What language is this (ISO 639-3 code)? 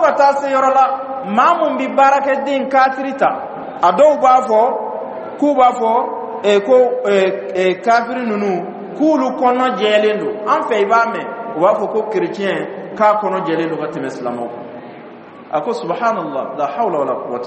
dyu